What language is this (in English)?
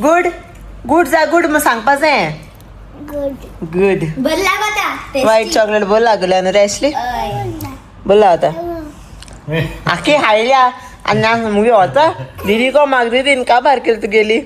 Konkani